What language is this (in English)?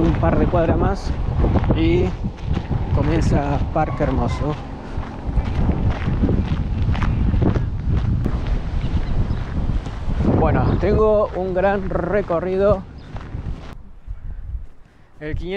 Spanish